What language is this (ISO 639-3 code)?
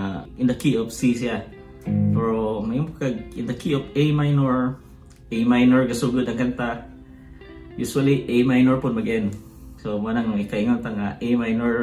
ceb